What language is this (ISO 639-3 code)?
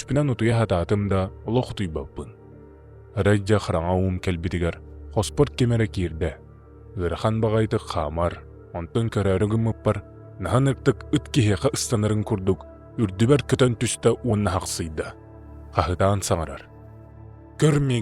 sah